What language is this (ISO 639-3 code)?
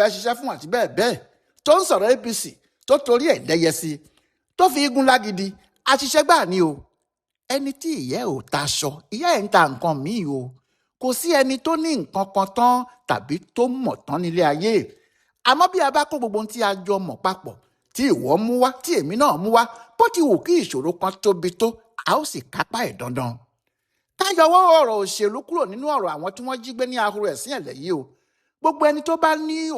yor